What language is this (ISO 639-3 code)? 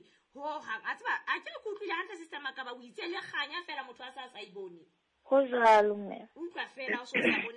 sot